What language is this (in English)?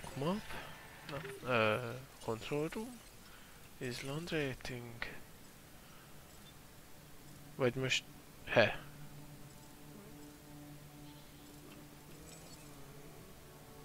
Hungarian